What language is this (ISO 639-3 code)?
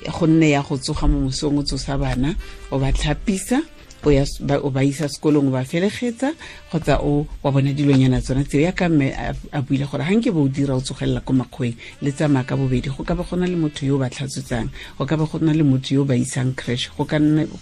tsn